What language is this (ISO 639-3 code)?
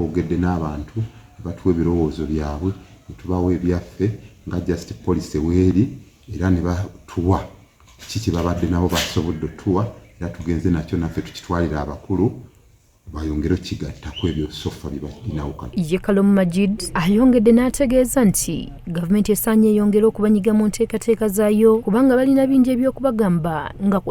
lug